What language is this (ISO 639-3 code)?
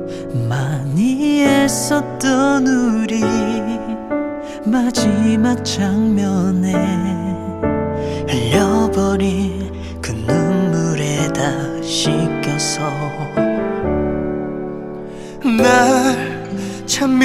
kor